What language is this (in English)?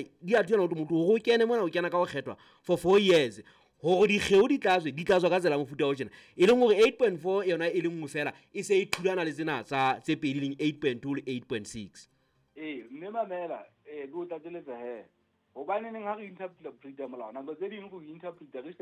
Southern Sotho